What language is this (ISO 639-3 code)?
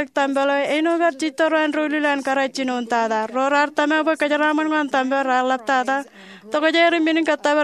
mah